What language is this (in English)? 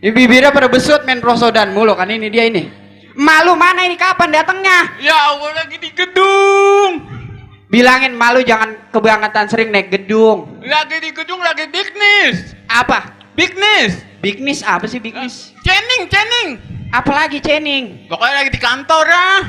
Betawi